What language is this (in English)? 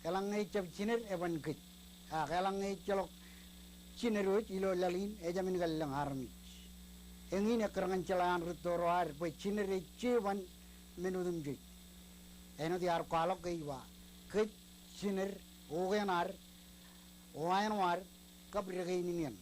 Marshallese